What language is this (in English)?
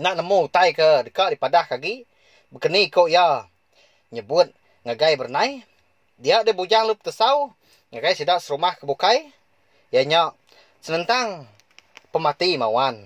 Iban